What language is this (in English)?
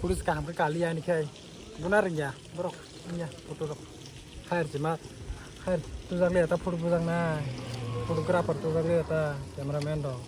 Kok Borok